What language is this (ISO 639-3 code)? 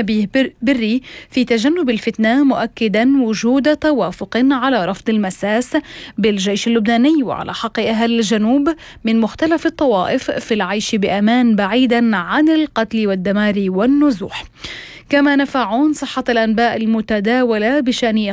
ara